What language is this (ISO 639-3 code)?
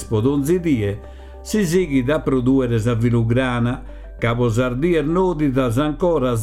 srd